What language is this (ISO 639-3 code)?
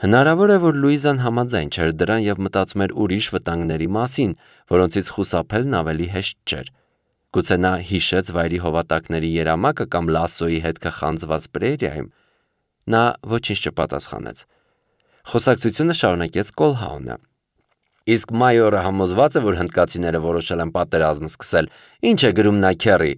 hye